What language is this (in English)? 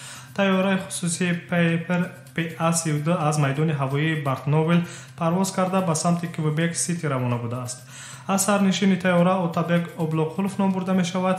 Tajik